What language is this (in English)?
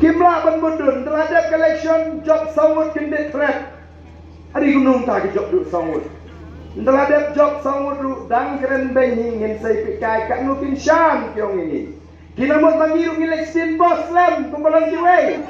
Khasi